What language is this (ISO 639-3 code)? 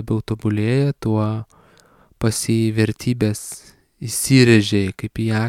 lit